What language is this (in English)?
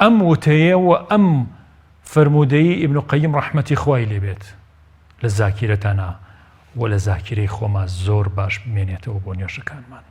Central Kurdish